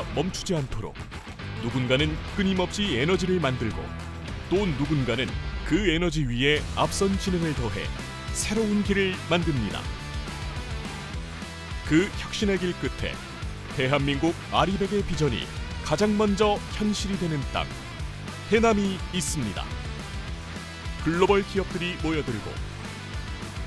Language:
Korean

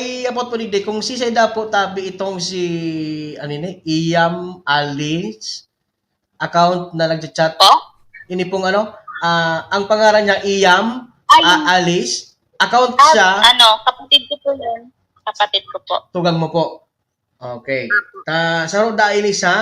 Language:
Bikol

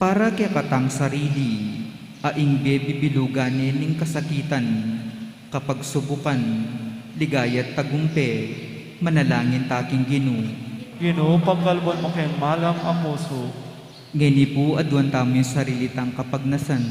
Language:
Pampanga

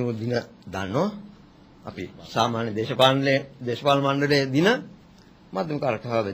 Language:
Sinhala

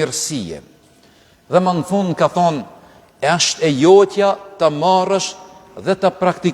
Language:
Albanian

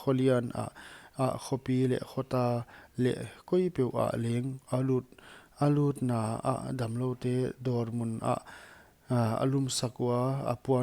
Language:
Paite Chin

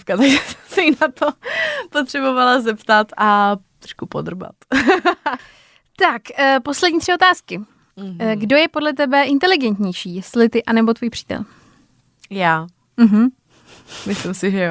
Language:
Czech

